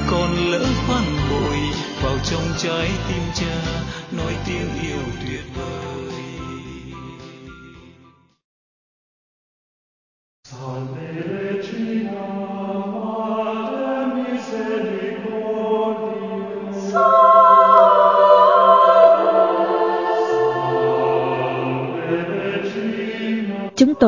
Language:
Vietnamese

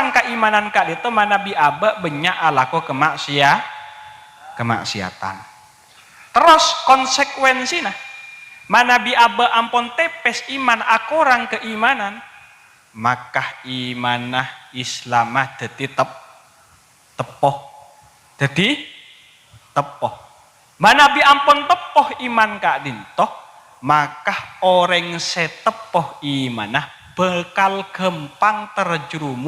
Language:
Madurese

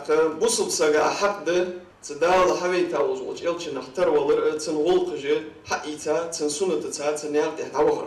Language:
Ingush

